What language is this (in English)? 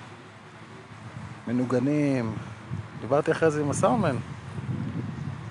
Hebrew